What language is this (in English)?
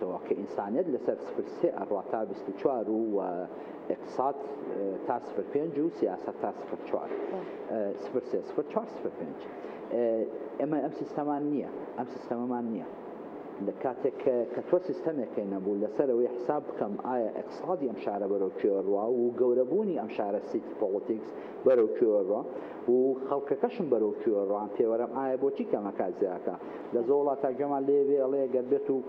Central Kurdish